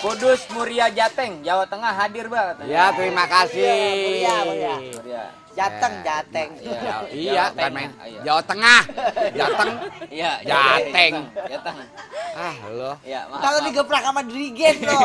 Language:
Betawi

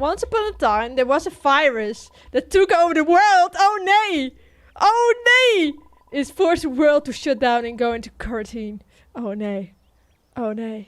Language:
Western Frisian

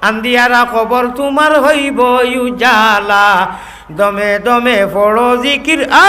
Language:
Sylheti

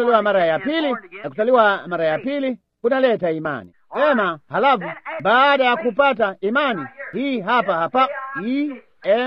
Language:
Swahili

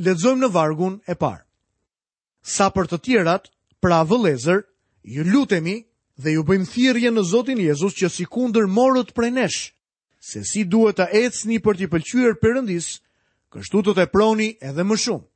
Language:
Albanian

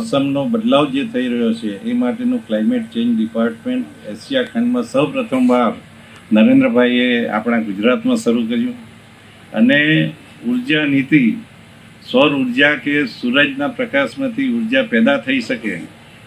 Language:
Gujarati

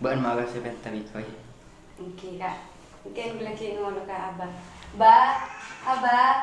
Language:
Madurese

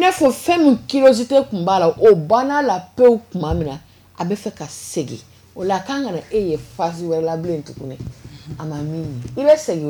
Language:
Bambara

